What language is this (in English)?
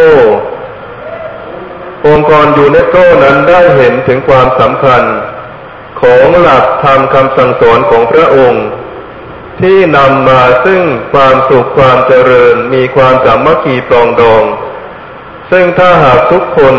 Thai